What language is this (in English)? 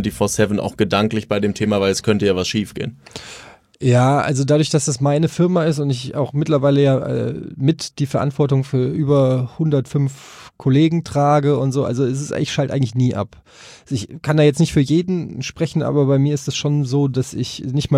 German